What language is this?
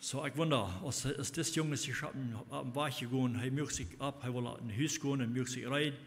Plautdietsch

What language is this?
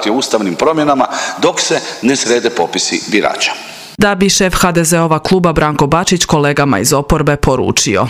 Croatian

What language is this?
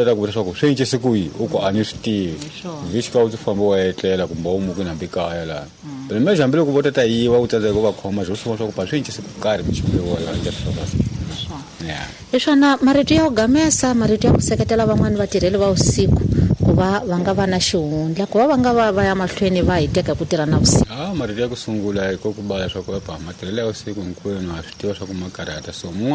Tsonga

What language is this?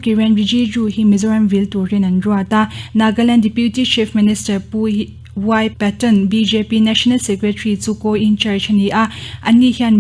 Mizo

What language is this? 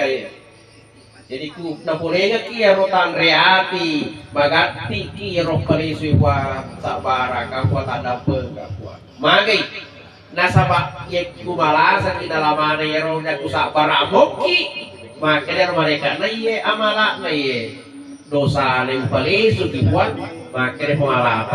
Buginese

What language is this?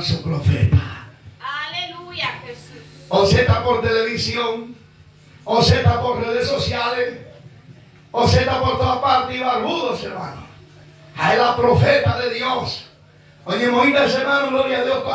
Guarani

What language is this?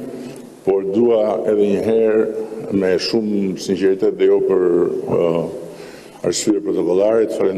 Albanian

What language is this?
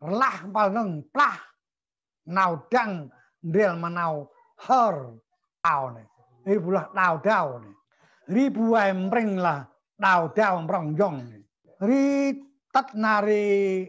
Central Mnong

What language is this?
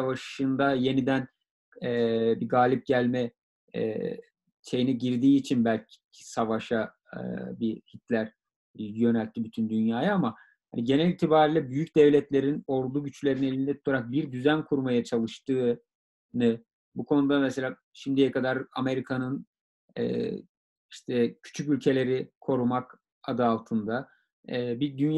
Turkish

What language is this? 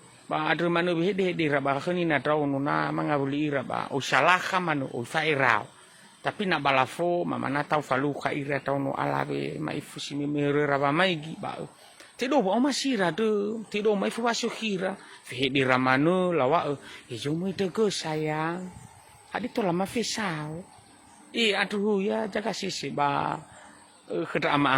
Nias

